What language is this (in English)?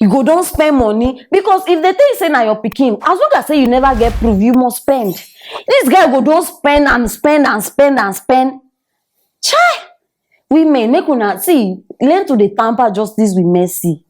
Nigerian Pidgin